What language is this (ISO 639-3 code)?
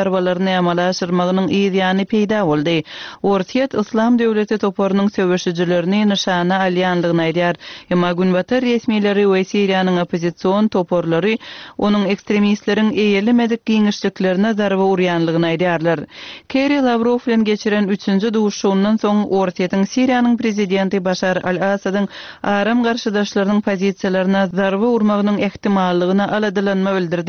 tuk